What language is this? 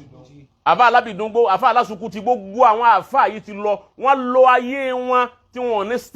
Yoruba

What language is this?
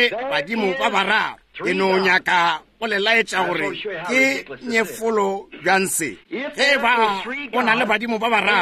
Northern Sotho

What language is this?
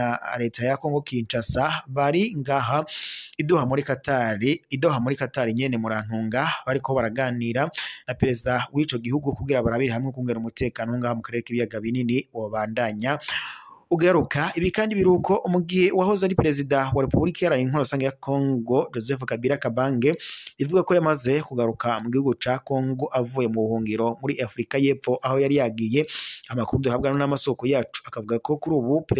Rundi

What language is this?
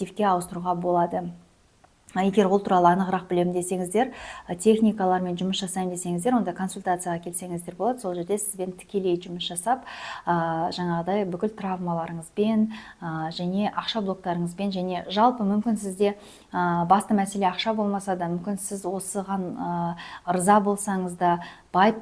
Kazakh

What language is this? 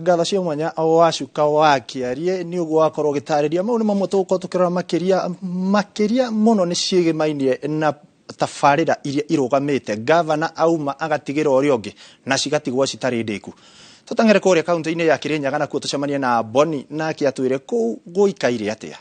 Kikuyu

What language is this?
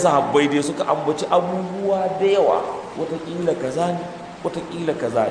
Hausa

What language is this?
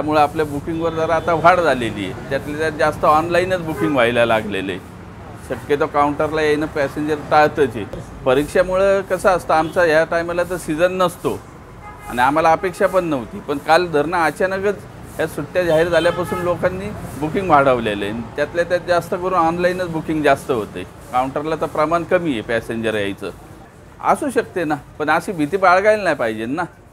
Marathi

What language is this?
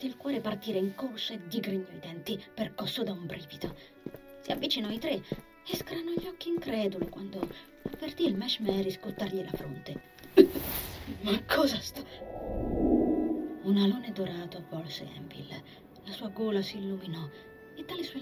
Italian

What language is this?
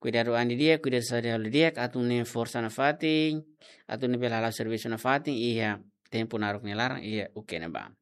Tetum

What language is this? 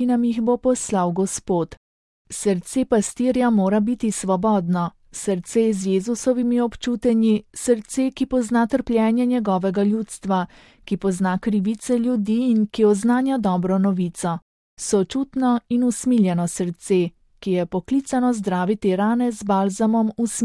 Slovenian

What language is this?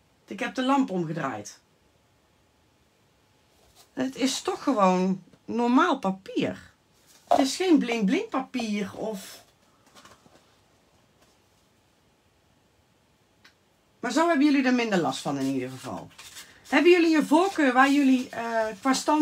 Dutch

